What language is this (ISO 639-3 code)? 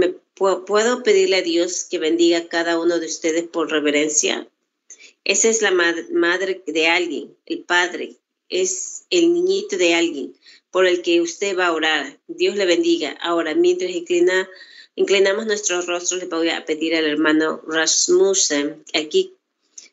spa